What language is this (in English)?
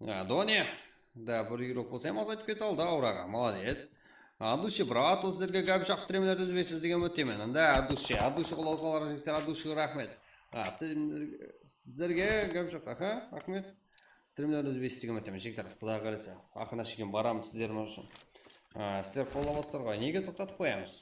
Kara-Kalpak